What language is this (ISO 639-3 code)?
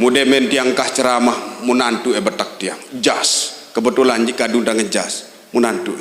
sas